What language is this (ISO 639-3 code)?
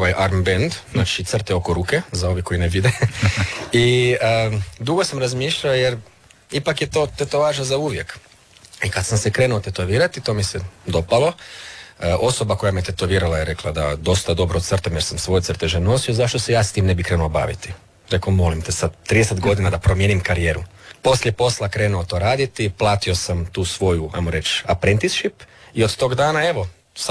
hrv